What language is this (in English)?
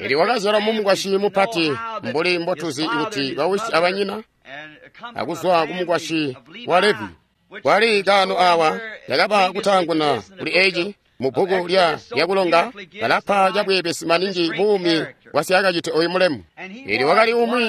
Tonga (Zambia)